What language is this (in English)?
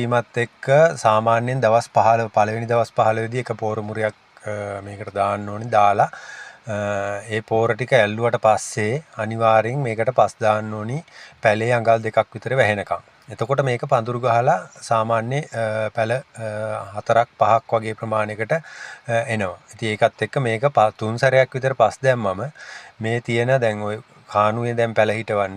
Sinhala